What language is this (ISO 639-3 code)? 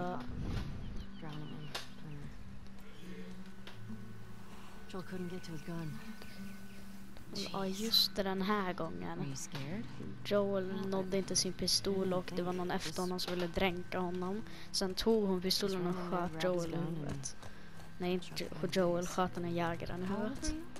swe